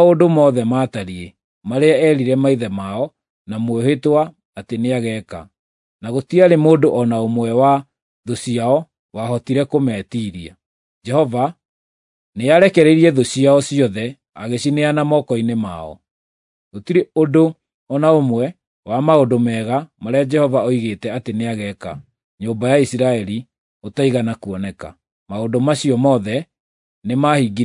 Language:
Kikuyu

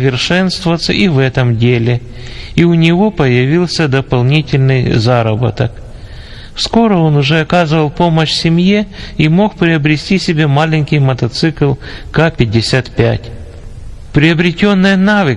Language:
Russian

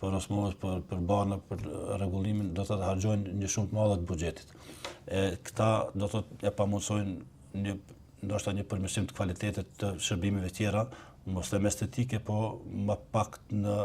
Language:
Albanian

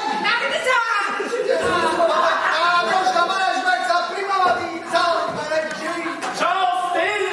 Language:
Neapolitan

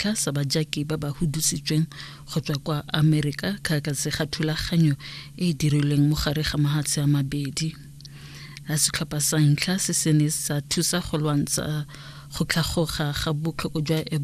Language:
Tswana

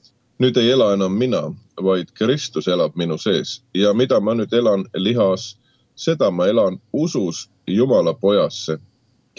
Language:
Estonian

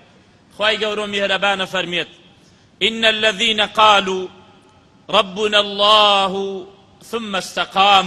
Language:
Central Kurdish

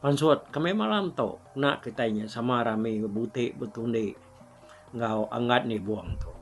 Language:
Iban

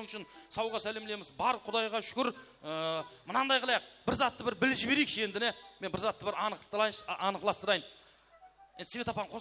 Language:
Kara-Kalpak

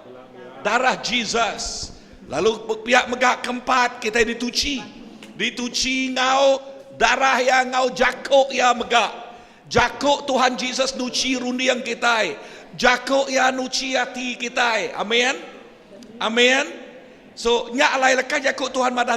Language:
Iban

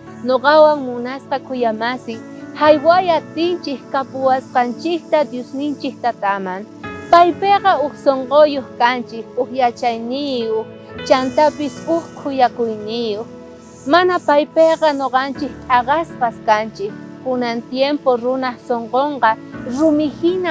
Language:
South Bolivian Quechua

